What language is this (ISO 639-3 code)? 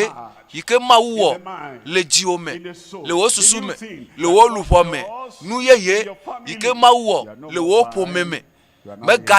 ewe